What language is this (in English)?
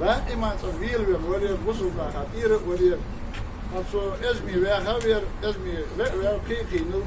Ingush